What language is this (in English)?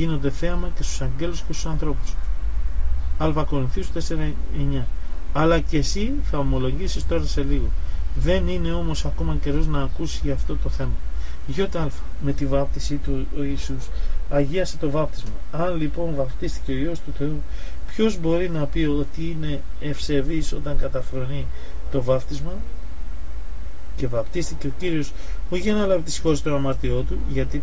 Greek